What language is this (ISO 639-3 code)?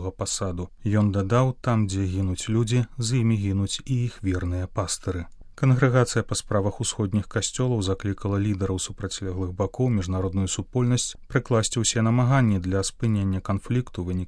bel